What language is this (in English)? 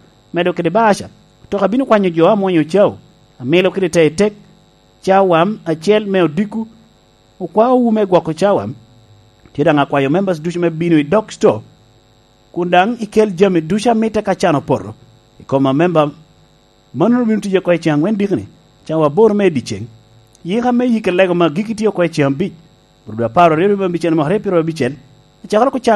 Lango (Uganda)